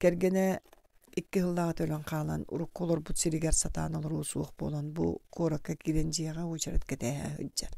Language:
Yakut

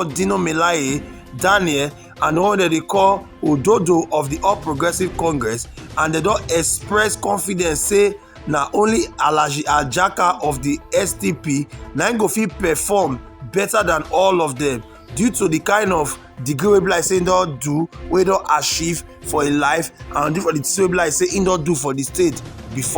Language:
Nigerian Pidgin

